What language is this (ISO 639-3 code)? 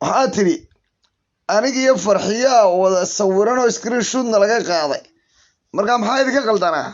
som